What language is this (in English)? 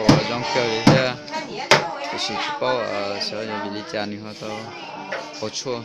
Hmong